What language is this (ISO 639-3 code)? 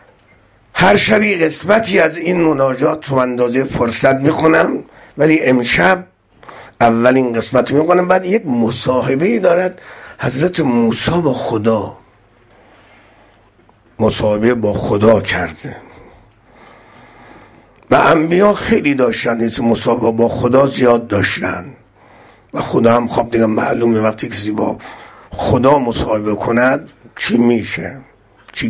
fas